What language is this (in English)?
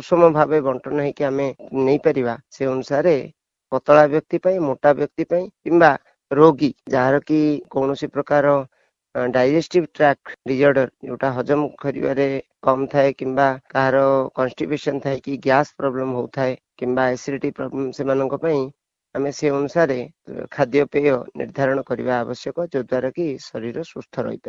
Odia